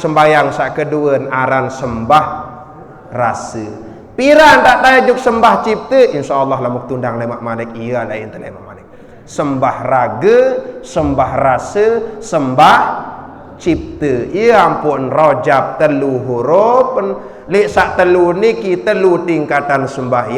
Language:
Sasak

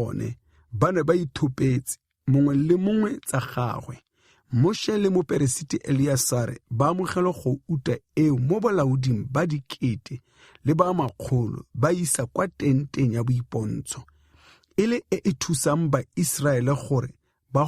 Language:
Tswana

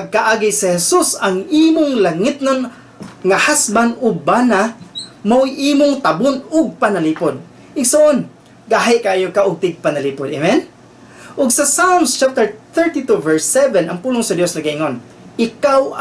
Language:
Cebuano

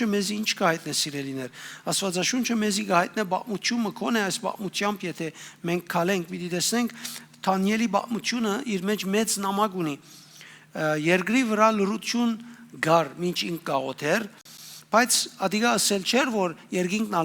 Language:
Western Armenian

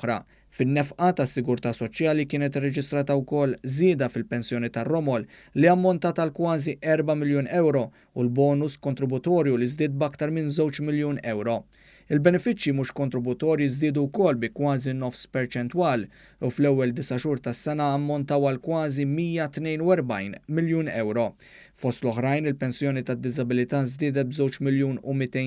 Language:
Maltese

